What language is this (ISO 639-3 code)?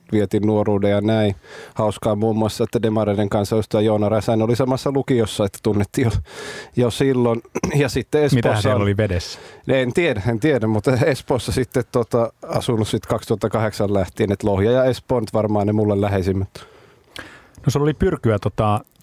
fin